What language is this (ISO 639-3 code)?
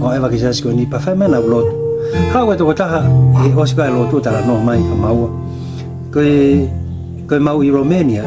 ton